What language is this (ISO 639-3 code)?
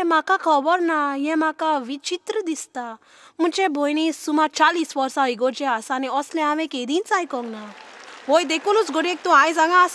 kok